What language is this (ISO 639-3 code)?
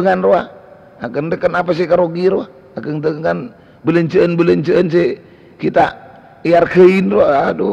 mad